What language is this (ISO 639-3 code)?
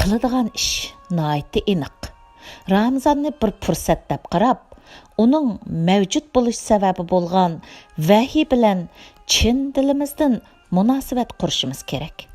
uig